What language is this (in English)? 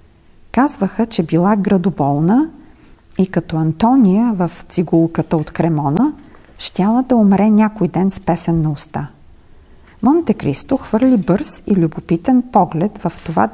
Bulgarian